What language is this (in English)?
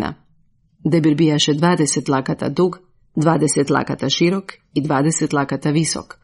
Croatian